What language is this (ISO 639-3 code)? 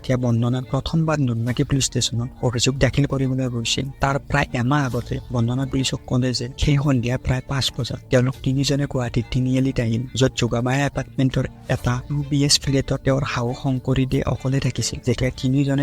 asm